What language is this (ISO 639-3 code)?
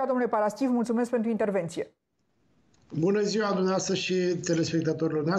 ron